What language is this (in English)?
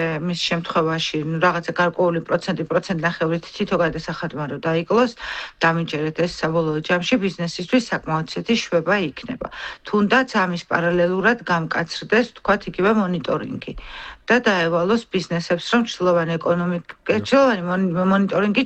Georgian